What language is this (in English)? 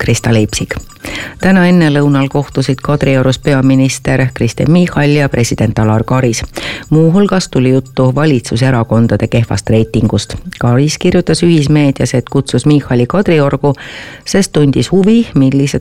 Estonian